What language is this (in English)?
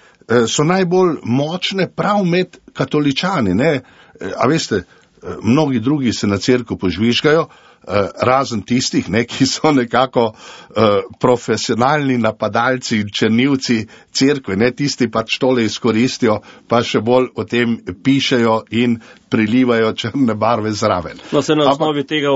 Slovenian